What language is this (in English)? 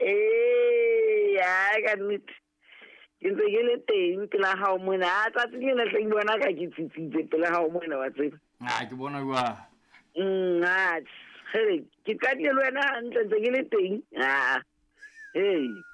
Southern Sotho